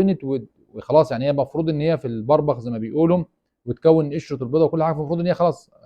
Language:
Egyptian Arabic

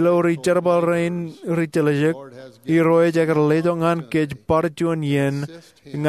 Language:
Marshallese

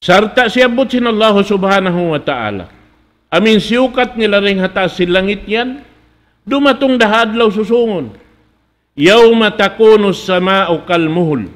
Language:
Tausug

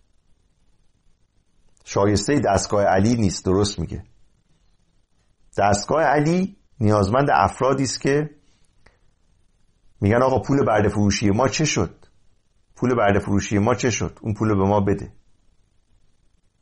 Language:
Persian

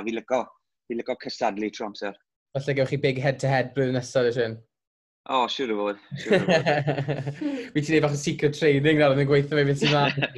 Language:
Welsh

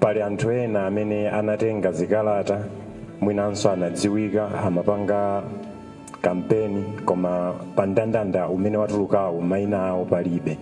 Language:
Nyanja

